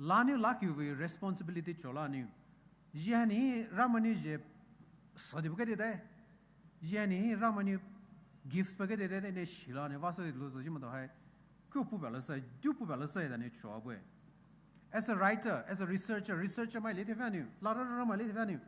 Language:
Poumei Naga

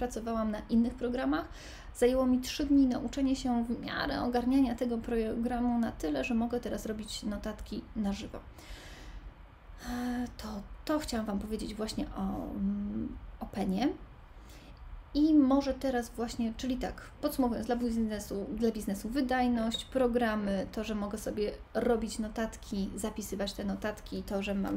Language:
Polish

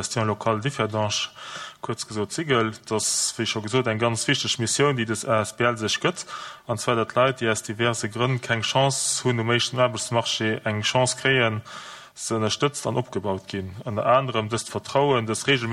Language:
Luxembourgish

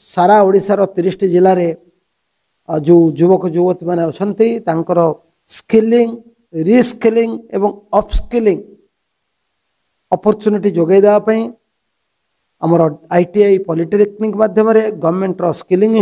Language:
Odia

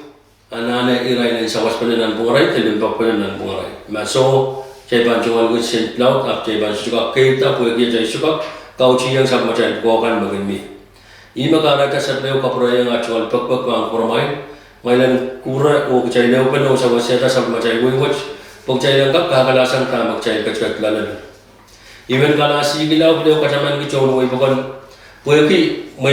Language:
Pohnpeian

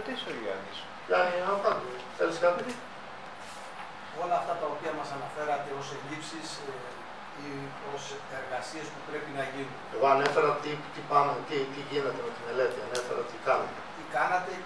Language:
Greek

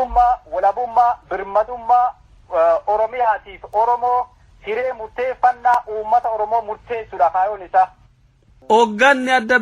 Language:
Oromo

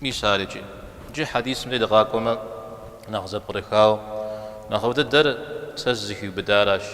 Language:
Kabardian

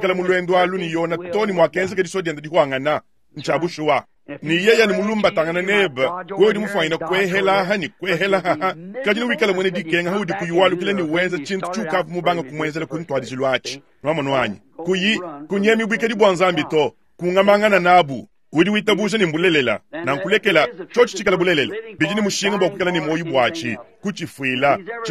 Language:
Luba-Lulua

